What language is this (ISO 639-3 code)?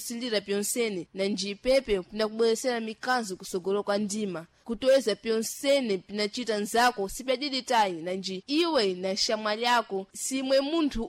seh